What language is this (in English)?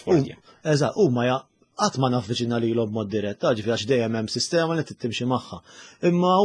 Maltese